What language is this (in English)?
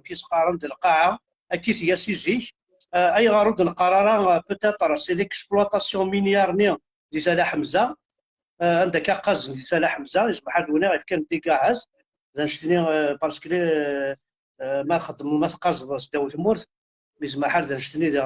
Kabyle